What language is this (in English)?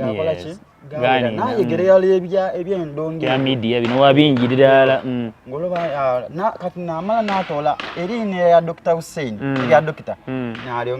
Soga